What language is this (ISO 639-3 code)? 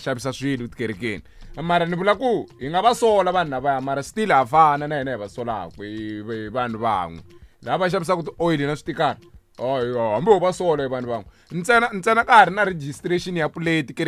tso